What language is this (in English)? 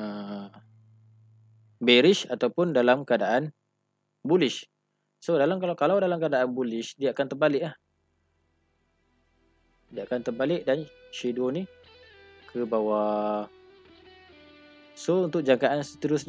Malay